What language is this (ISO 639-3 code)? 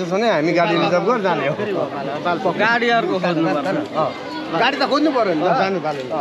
nep